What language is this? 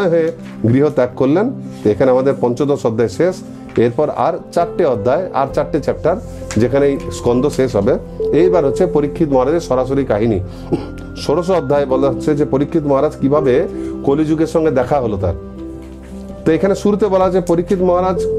Bangla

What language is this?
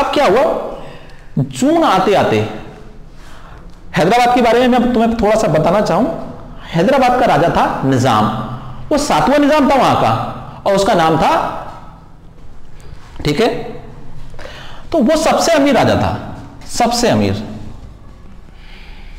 Hindi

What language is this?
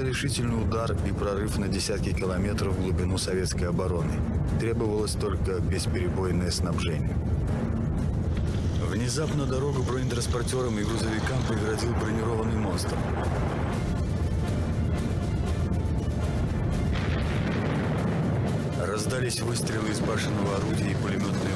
Russian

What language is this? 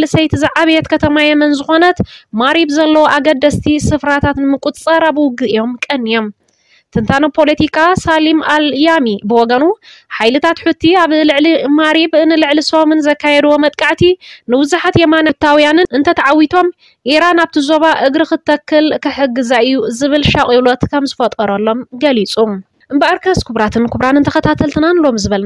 Tigrinya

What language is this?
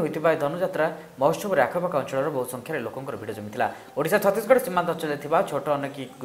Odia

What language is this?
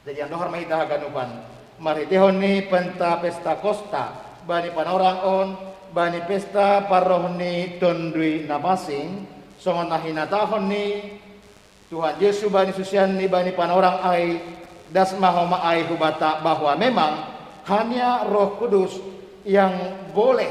Batak Simalungun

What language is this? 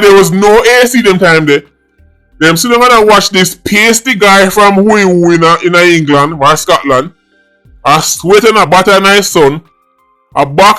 Jamaican Creole English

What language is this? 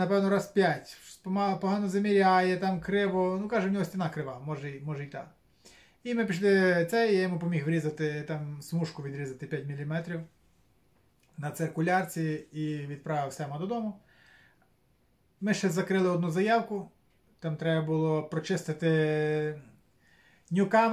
Ukrainian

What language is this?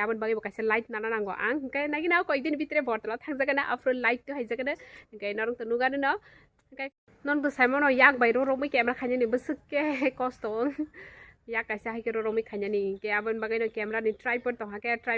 Kok Borok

